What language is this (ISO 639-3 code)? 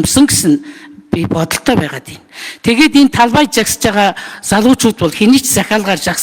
mon